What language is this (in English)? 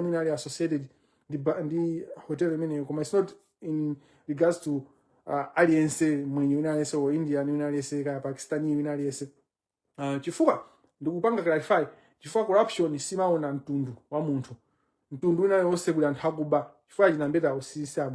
Nyanja